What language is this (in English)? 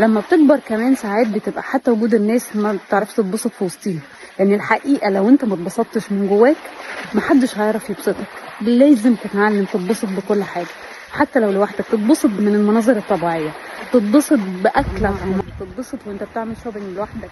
Egyptian Arabic